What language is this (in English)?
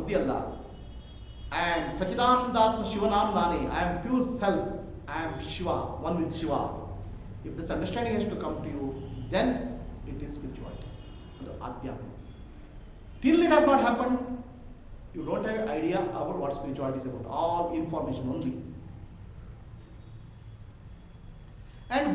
Kannada